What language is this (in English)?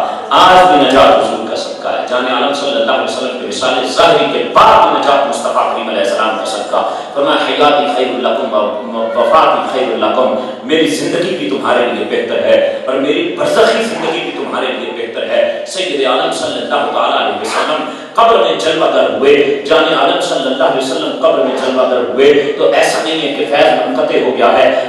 Urdu